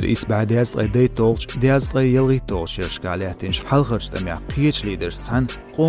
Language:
Chechen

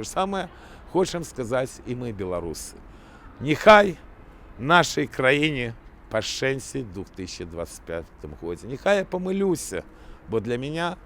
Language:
Belarusian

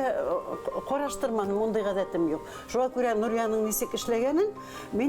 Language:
Bashkir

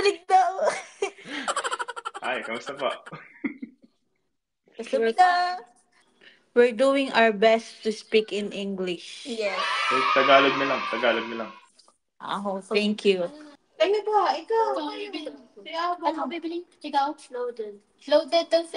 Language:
Filipino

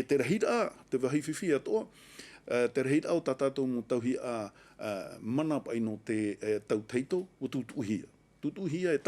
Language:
Tahitian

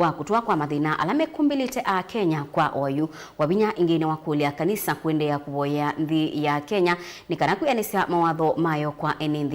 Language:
Kamba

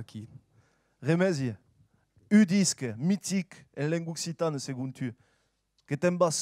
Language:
Occitan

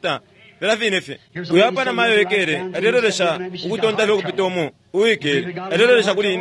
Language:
Bemba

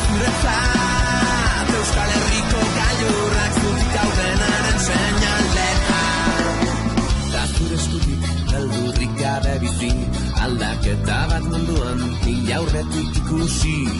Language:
Basque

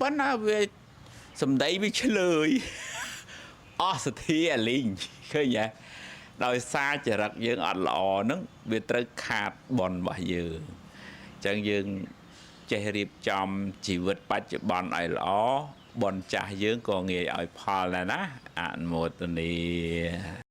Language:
Khmer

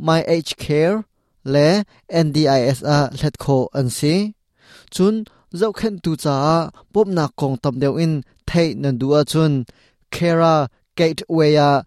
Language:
Hakha Chin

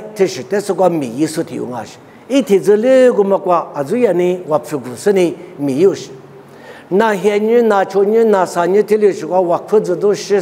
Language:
Lisu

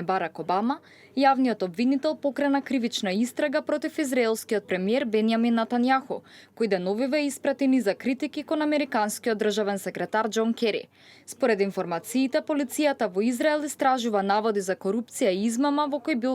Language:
Macedonian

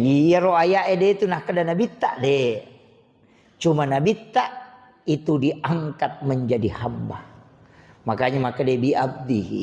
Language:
Buginese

